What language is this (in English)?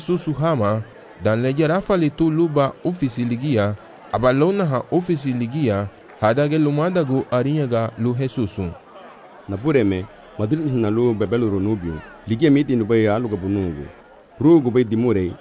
Garifuna